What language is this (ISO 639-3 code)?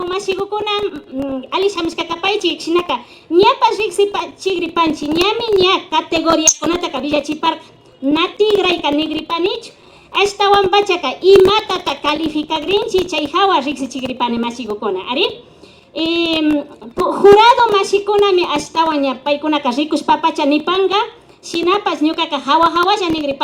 qvi